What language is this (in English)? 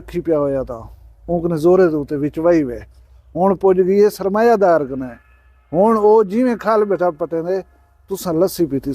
Saraiki